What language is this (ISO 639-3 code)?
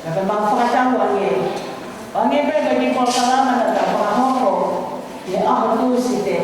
ton